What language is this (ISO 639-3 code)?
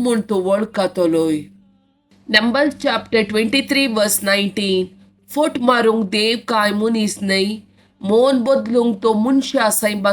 kok